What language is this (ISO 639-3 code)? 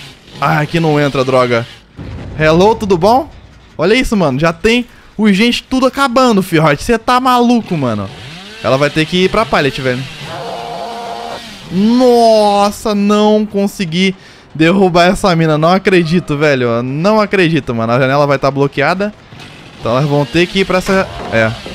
por